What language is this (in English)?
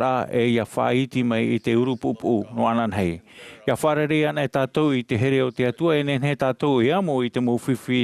Tahitian